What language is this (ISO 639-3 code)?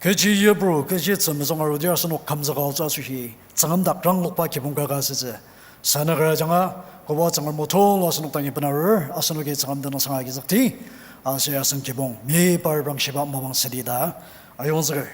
njo